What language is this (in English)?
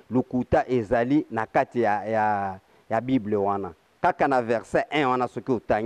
Lingala